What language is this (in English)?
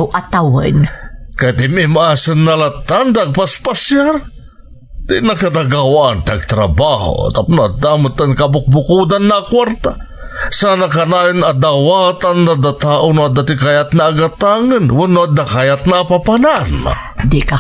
Iloko